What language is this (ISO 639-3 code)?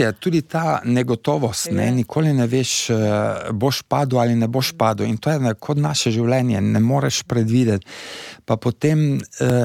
slv